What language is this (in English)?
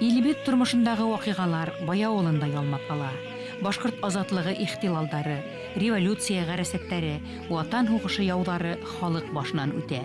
Bashkir